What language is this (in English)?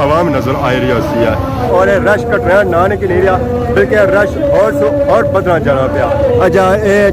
Pahari-Potwari